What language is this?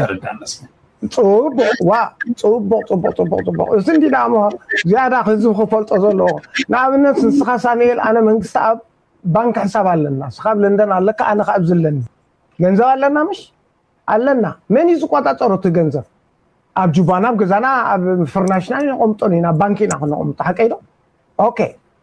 Tigrinya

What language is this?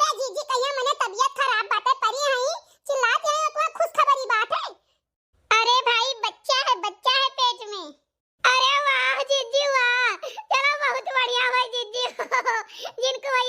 Awadhi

